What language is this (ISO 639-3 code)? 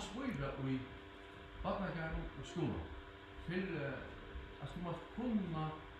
fao